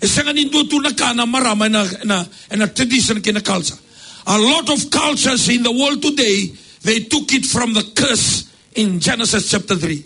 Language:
Fijian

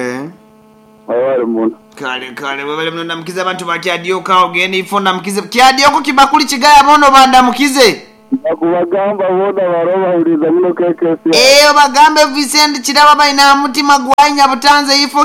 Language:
Nyoro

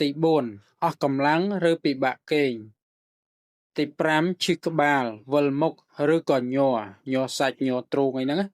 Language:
Khmer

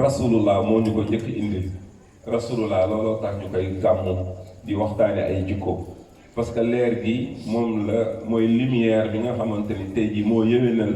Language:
Wolof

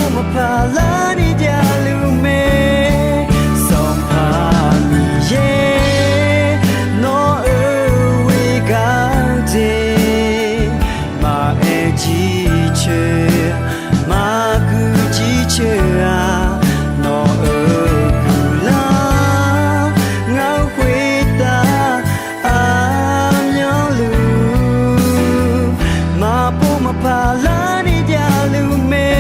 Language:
Akha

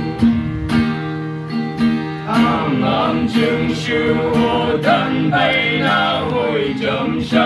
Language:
Phom Naga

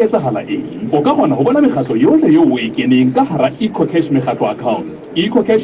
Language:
Southern Sotho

